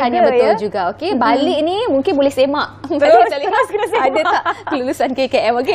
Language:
Malay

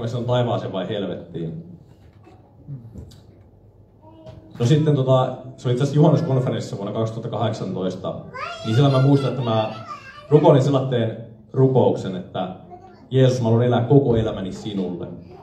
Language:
Finnish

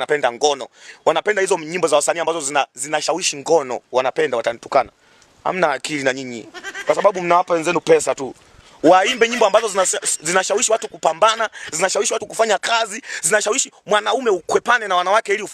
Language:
Swahili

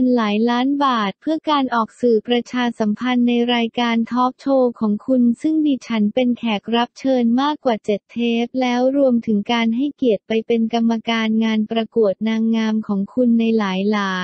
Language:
Thai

